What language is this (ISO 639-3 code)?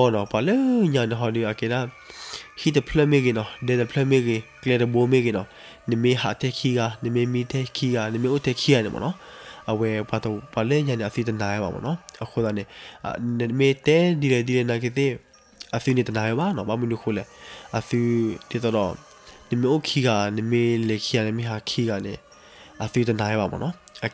ksw